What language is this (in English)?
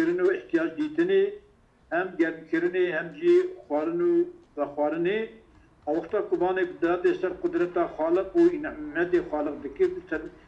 Kurdish